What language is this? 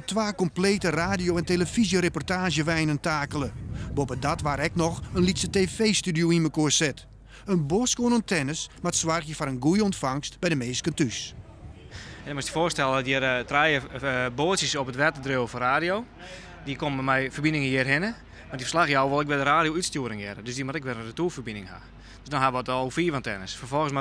Western Frisian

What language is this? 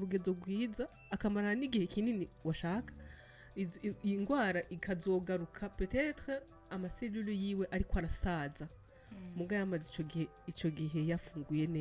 Rundi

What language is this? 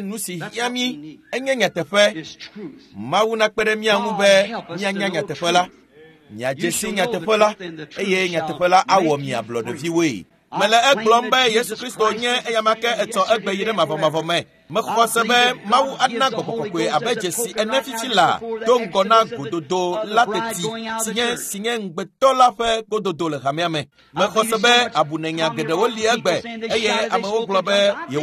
Ewe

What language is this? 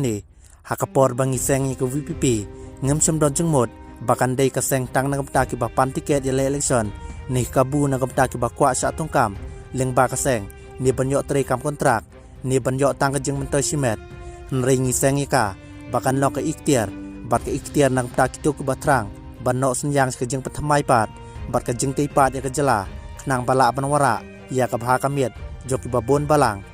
Khasi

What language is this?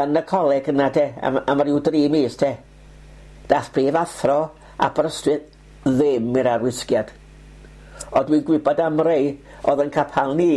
Welsh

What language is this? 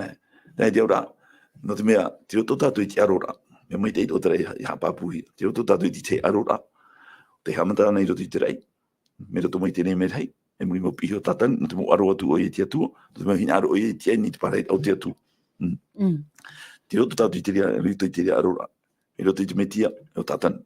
Tahitian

